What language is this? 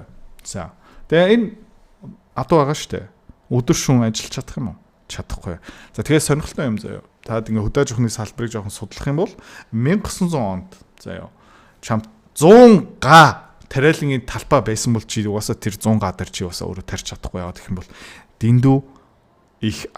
Mongolian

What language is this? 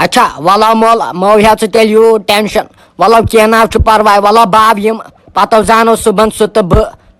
Kashmiri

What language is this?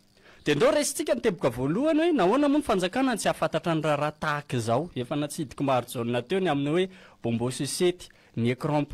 Malagasy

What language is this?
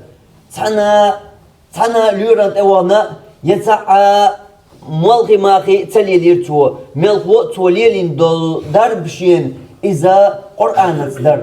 Chechen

